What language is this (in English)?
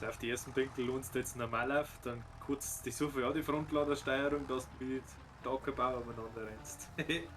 Bavarian